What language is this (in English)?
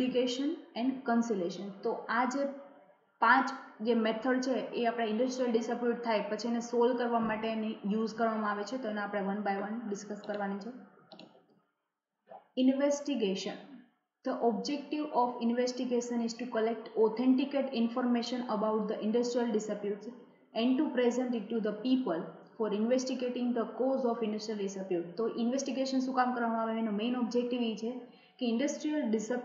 Gujarati